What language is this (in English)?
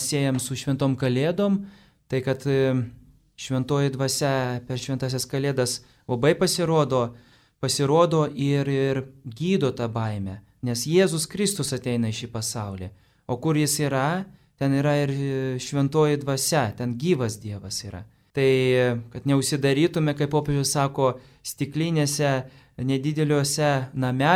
Lithuanian